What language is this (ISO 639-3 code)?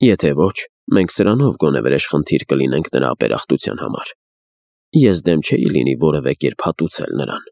hye